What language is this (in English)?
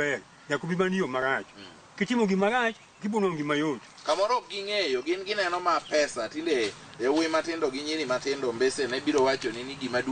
Luo (Kenya and Tanzania)